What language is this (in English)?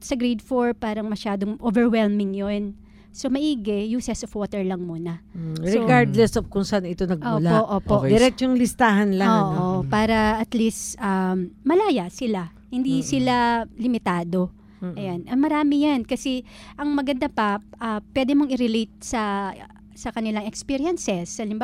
Filipino